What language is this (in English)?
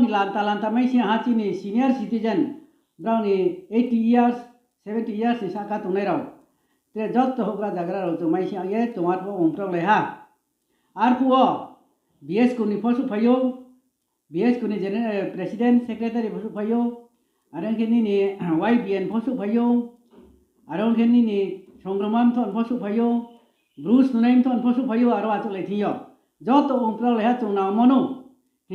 Riang (India)